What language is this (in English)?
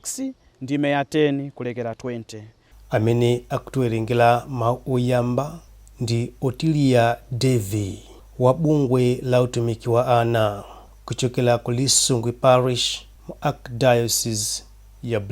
Nyanja